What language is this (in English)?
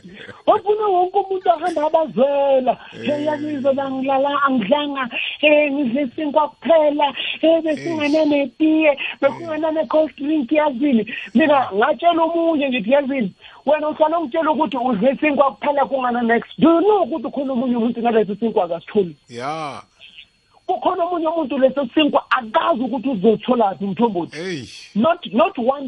South Ndebele